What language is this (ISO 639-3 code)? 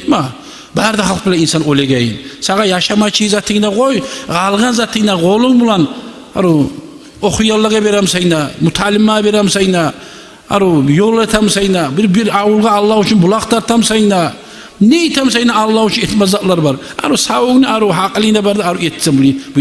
kum